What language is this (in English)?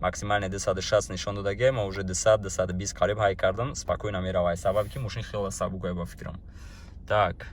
Tajik